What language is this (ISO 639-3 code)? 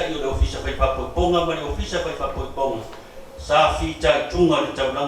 smo